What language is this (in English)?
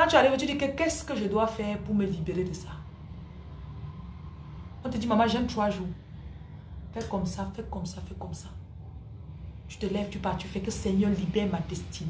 French